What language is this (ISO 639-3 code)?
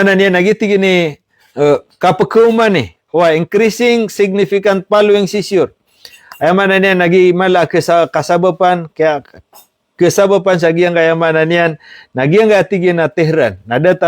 mrw